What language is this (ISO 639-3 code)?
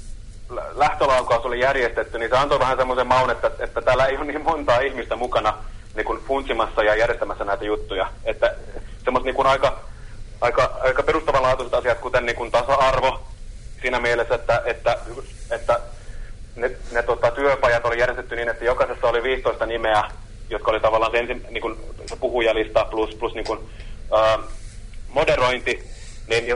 fin